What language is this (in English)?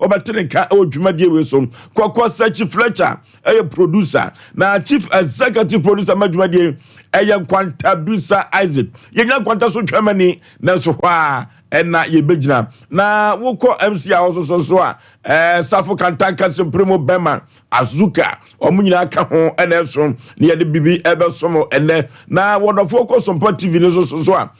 Akan